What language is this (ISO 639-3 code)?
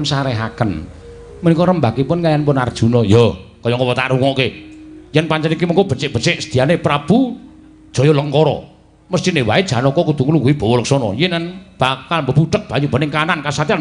jav